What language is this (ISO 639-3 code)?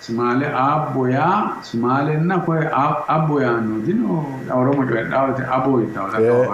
sid